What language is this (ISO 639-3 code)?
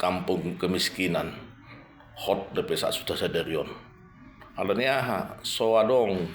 bbc